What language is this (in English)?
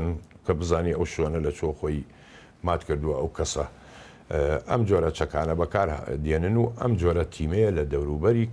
Central Kurdish